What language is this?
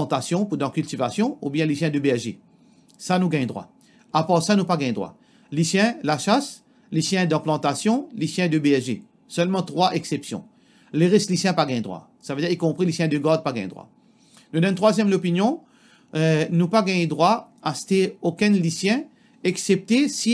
Morisyen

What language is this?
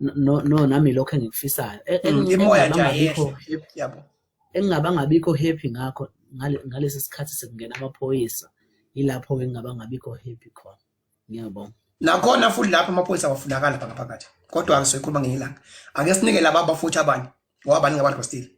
Zulu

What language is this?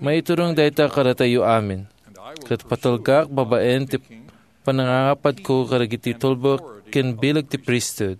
Iloko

